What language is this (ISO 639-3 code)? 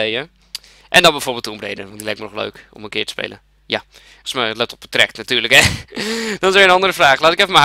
nld